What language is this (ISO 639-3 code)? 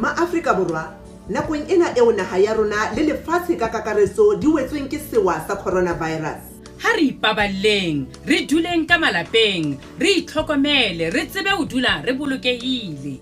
sot